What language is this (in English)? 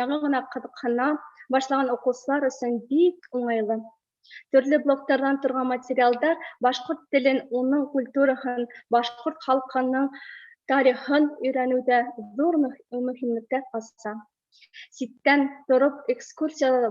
Bashkir